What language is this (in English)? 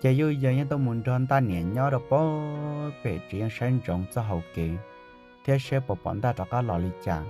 Hmong